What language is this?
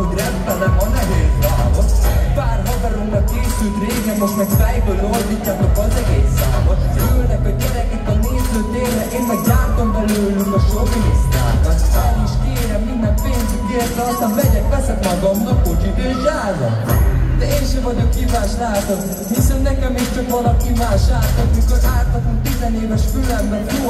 Hungarian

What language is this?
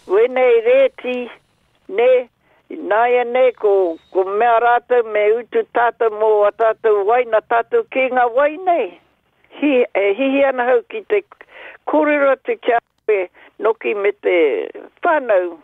Māori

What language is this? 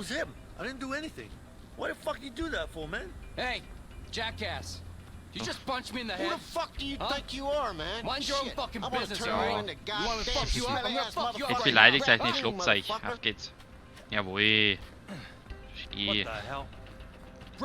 Bavarian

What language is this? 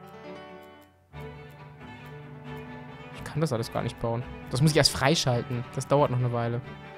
German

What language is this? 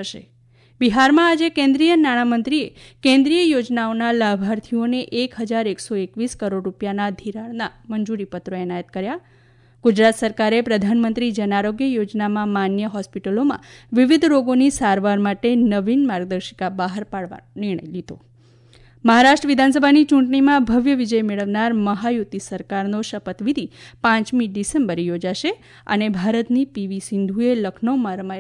Gujarati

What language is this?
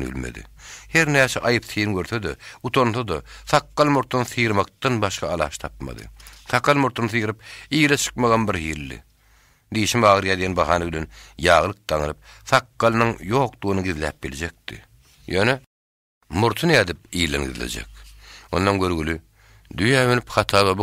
Turkmen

